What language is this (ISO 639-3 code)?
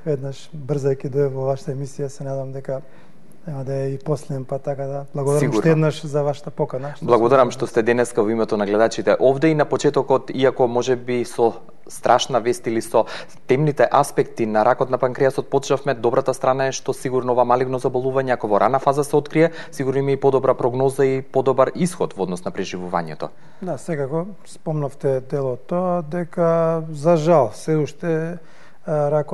mkd